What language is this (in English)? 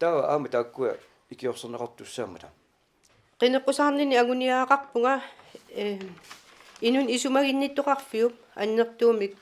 Kalaallisut